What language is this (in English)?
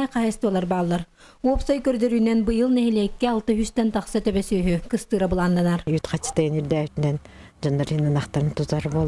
Yakut